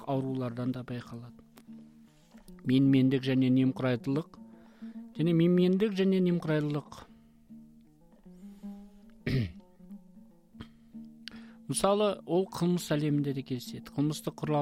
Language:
Kazakh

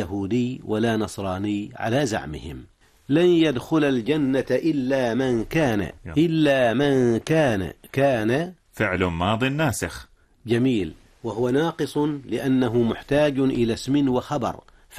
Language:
Arabic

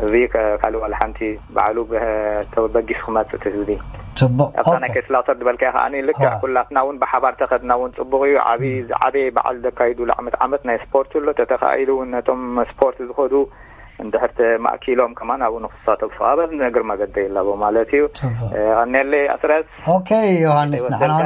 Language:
Tigrinya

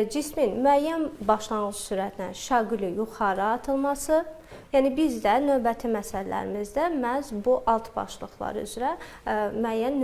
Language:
Azerbaijani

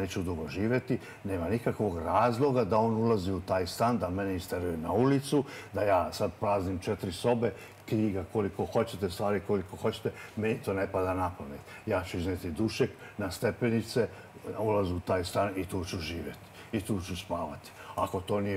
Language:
Serbian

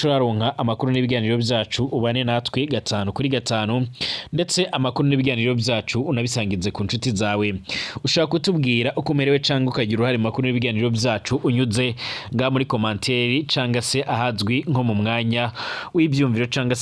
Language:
Rundi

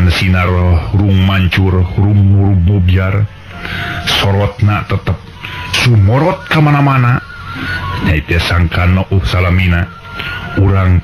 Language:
Sundanese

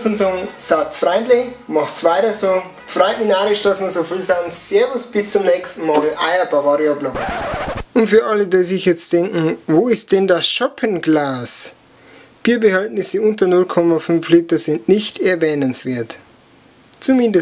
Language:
Bavarian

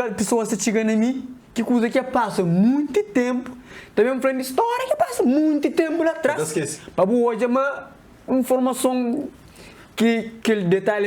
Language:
Kabuverdianu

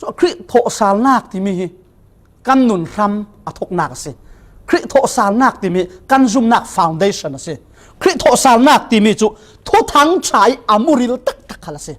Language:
Falam Chin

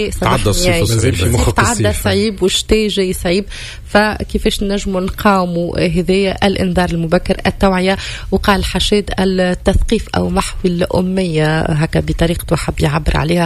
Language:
Tunisian Arabic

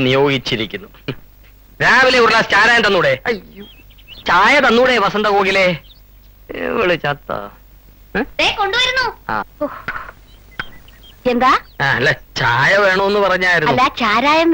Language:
Malayalam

